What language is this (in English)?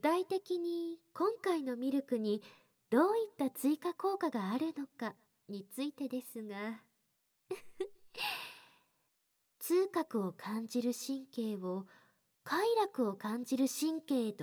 Japanese